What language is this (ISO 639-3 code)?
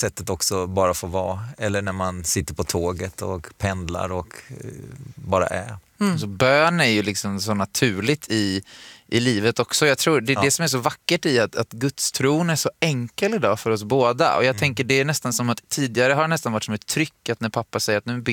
swe